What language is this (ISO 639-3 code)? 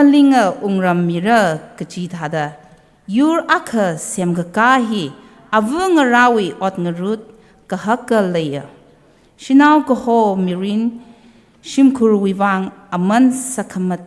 nmf